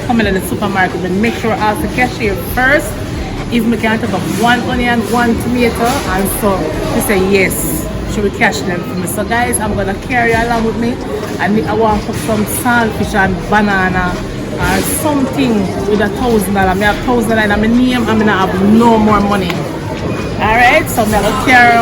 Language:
Jamaican Creole English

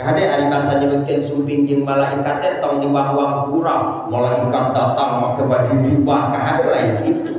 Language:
Sundanese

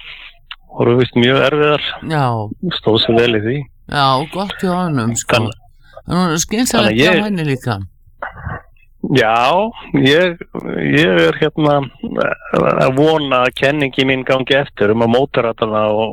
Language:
Icelandic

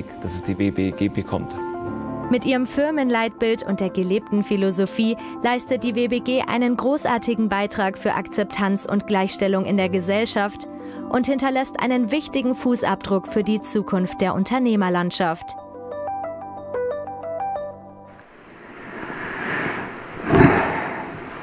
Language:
German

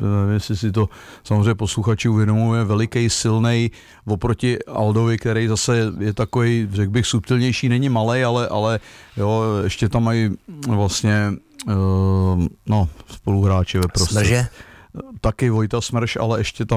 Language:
Czech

